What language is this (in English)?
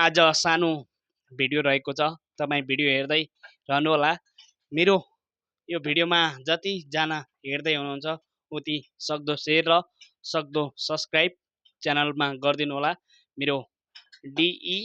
Nepali